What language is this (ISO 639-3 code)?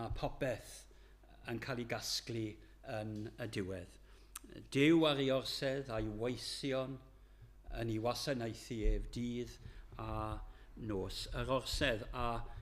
cym